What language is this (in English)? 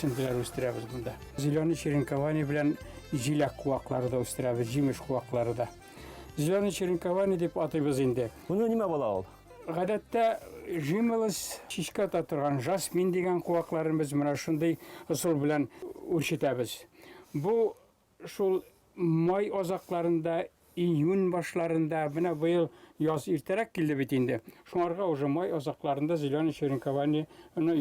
Bashkir